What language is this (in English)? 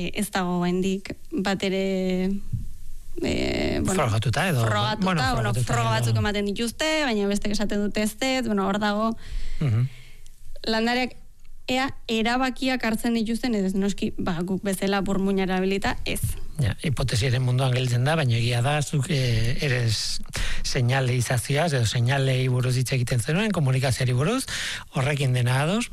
Basque